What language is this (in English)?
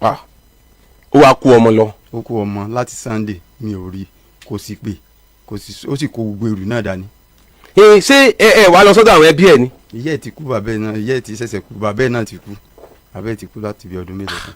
Yoruba